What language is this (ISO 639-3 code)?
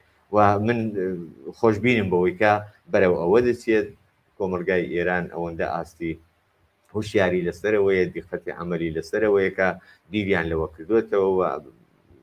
ckb